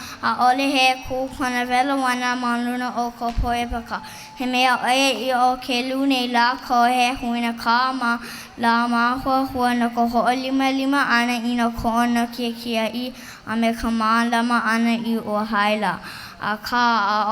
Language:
Hawaiian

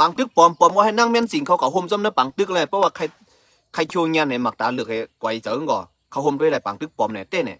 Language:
Shan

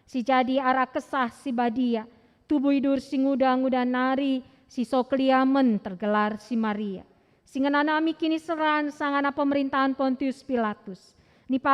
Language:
Batak Karo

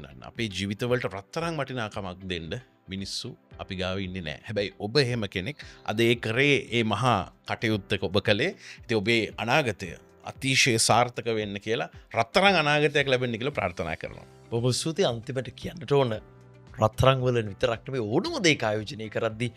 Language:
Sinhala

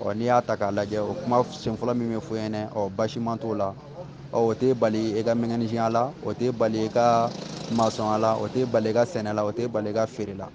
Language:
Bambara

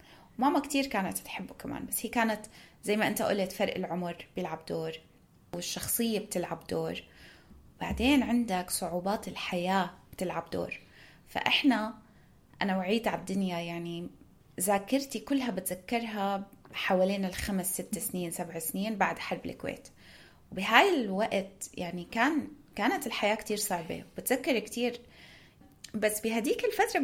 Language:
North Levantine Arabic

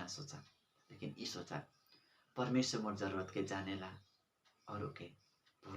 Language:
Sadri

